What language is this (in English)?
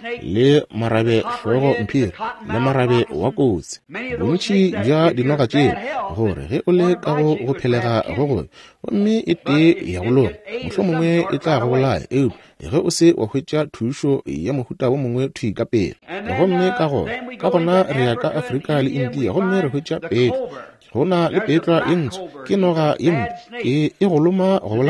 Northern Sotho